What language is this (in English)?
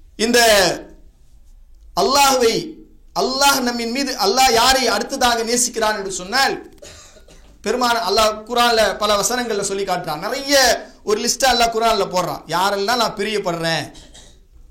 Tamil